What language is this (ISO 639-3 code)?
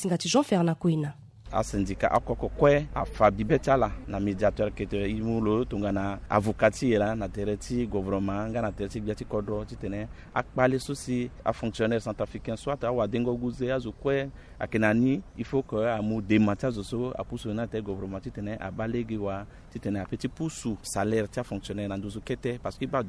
sag